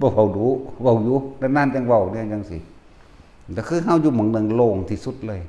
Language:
Northeastern Thai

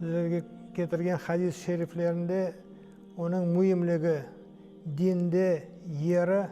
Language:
Crimean Tatar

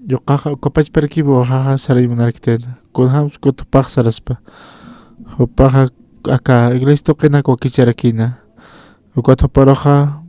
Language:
Aymara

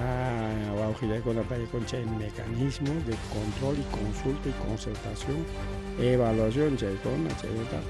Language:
Ayacucho Quechua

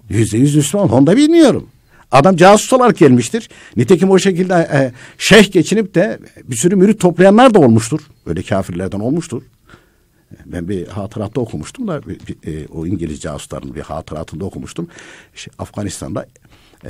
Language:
Turkish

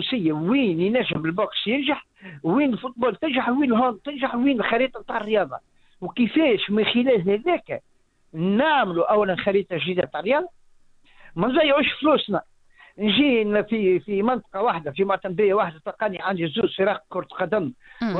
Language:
Tunisian Arabic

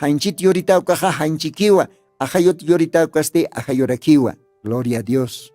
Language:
Aymara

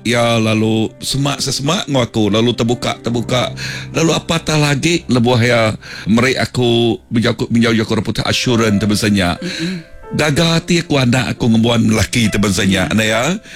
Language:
Iban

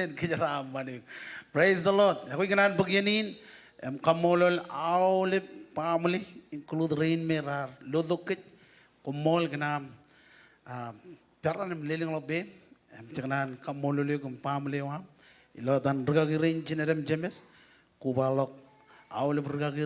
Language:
Marshallese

